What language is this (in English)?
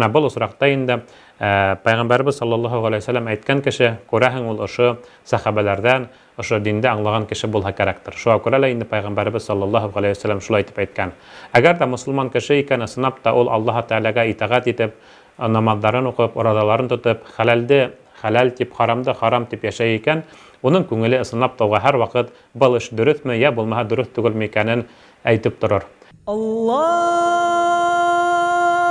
Bashkir